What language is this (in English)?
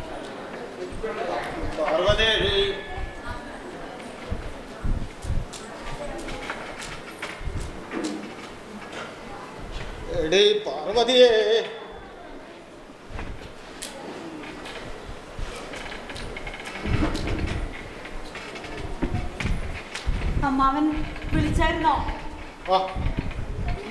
Malayalam